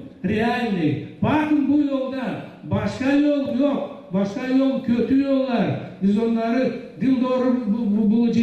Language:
Gagauz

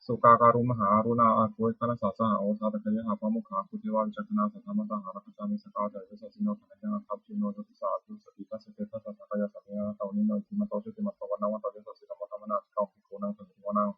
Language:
Pali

